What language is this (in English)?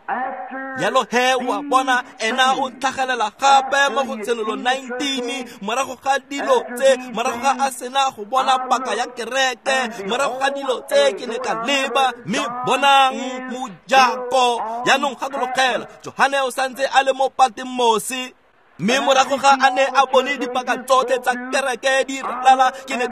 Tswana